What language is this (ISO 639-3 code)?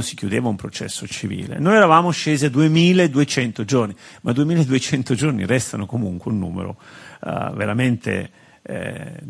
ita